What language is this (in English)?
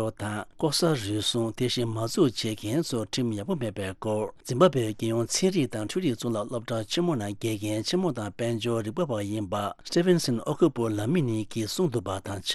Tibetan